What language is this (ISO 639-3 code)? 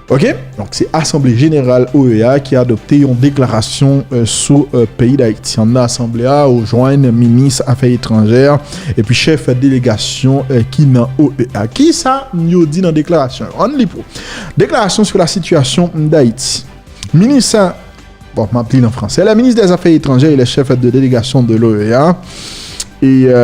hat